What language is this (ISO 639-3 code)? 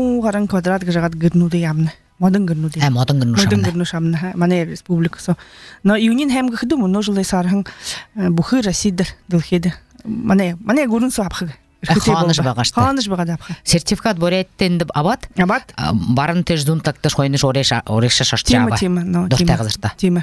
bua